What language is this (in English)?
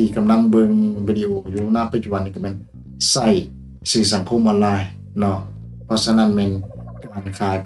Lao